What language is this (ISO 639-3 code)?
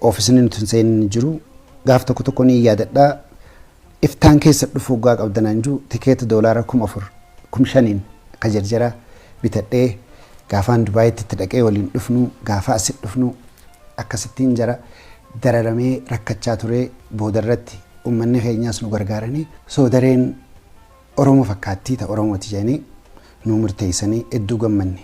orm